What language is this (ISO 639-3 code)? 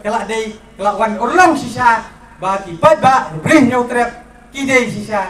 kha